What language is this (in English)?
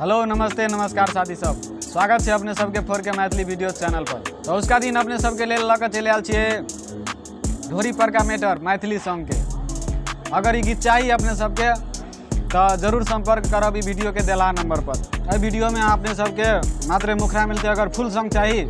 Maithili